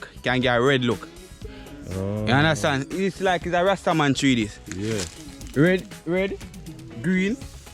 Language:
Jamaican Creole English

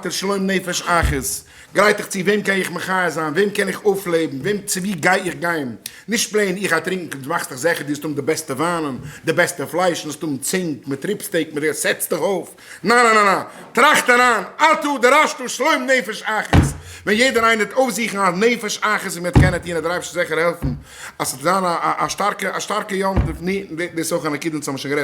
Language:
Yiddish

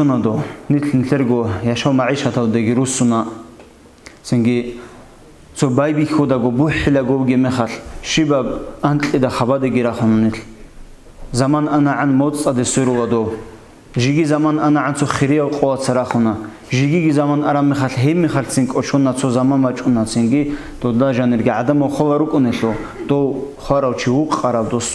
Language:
Avaric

